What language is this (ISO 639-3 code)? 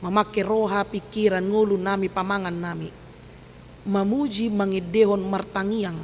bbc